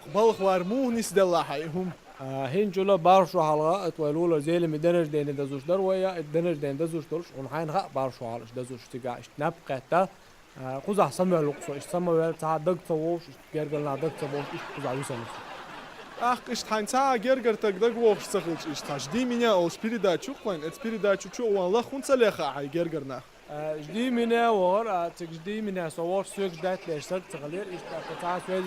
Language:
Chechen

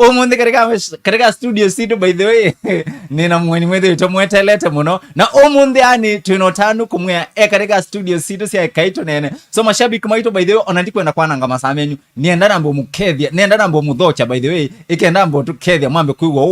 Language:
Kamba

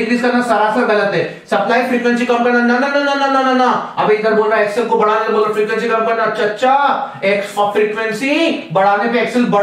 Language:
Hindi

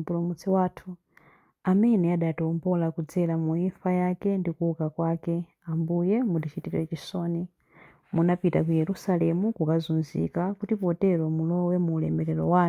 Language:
Nyanja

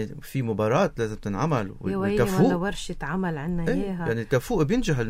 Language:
North Levantine Arabic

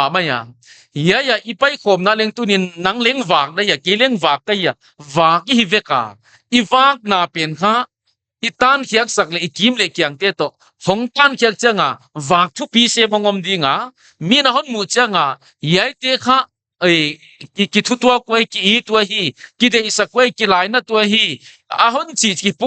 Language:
Paite Chin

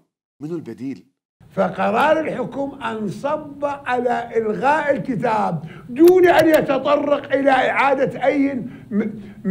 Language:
Mesopotamian Arabic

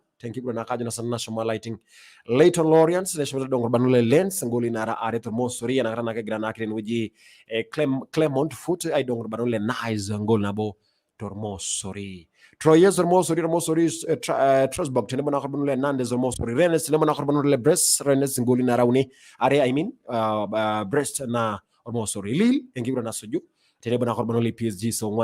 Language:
Masai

